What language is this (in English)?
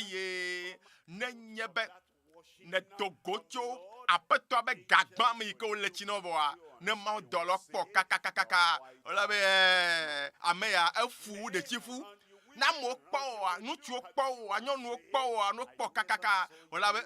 Ewe